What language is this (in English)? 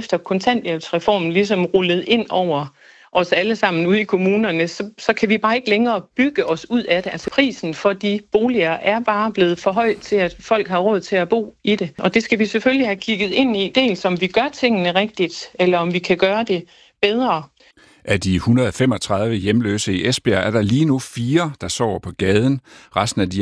Danish